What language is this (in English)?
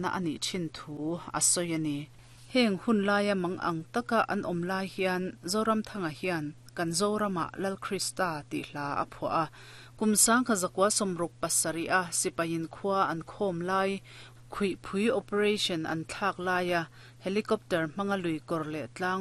Mizo